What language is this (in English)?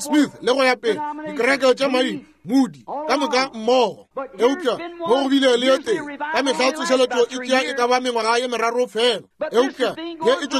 Northern Sotho